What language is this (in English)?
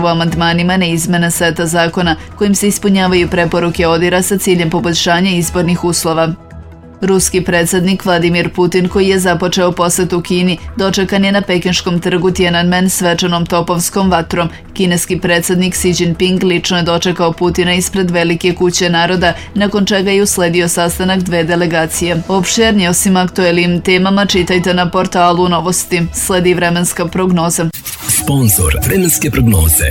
Serbian